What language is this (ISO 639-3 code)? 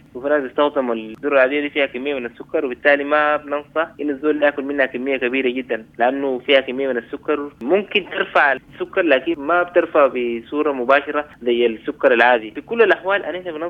apd